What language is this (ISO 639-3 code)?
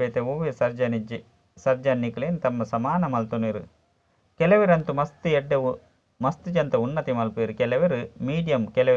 tcy